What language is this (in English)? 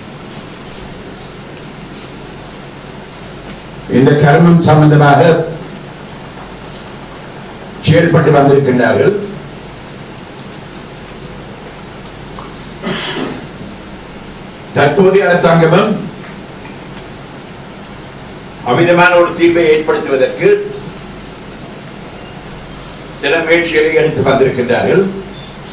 Tamil